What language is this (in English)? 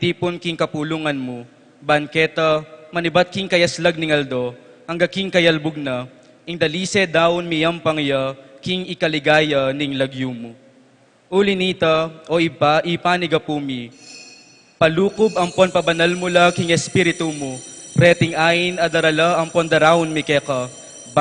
Pampanga